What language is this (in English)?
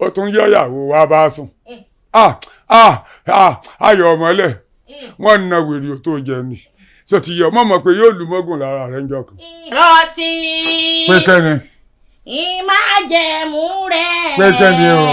Yoruba